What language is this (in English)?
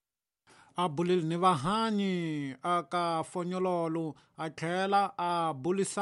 Tsonga